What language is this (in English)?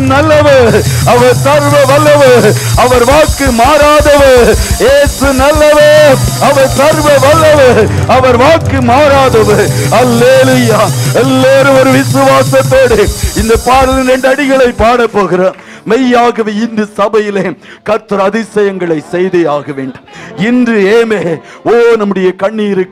Tamil